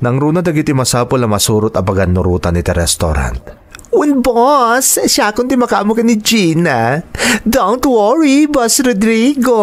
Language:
Iloko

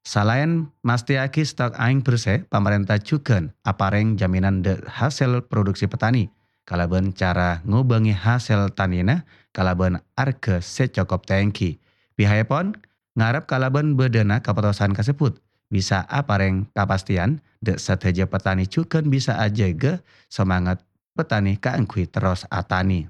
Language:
Madurese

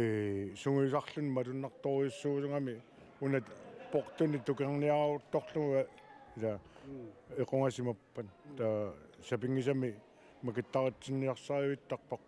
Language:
Kalaallisut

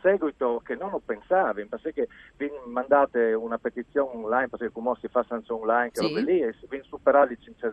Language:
Friulian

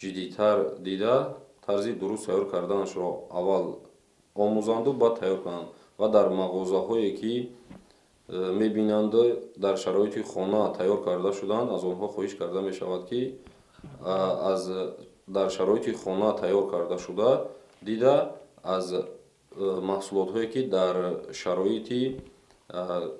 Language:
Tajik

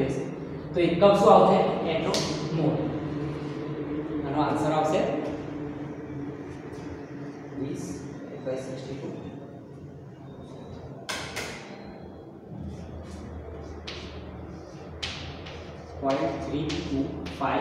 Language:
Gujarati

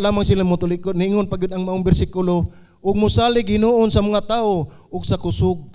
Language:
Cebuano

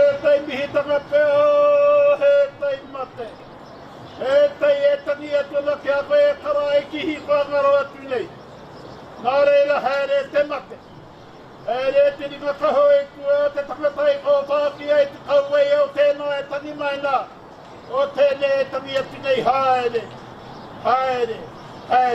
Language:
Māori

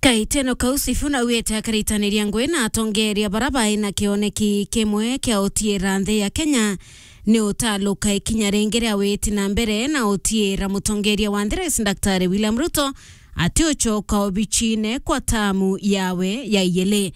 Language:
Meru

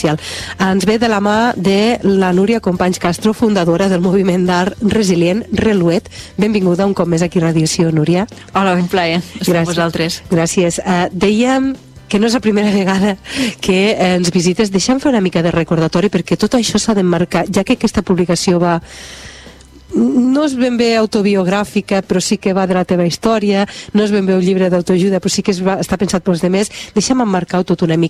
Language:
Catalan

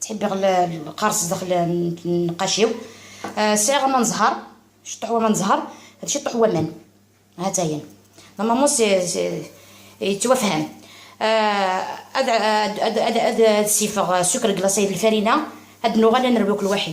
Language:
Algerian Arabic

